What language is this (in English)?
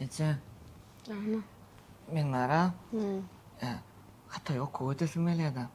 Turkmen